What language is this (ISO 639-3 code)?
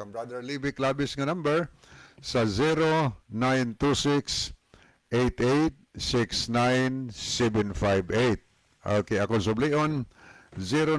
ceb